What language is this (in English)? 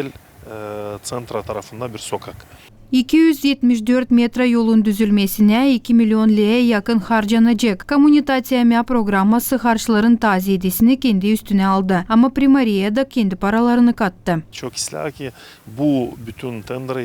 Gagauz